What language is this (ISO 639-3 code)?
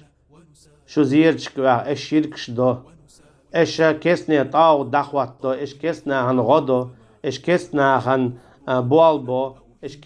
che